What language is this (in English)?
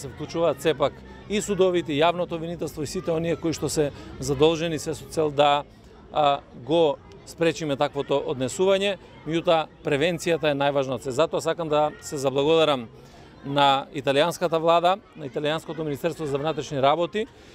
Macedonian